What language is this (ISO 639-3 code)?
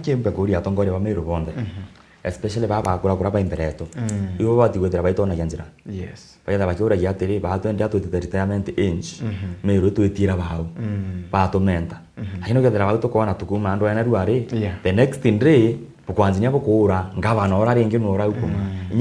mer